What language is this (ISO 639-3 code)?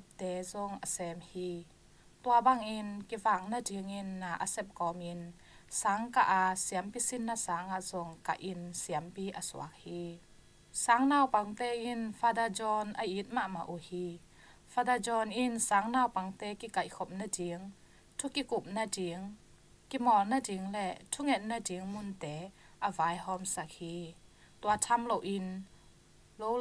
ctd